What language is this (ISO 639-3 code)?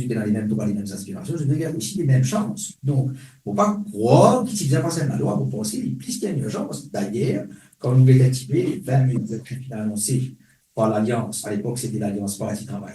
mfe